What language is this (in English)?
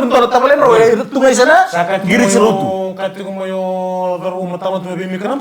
Fijian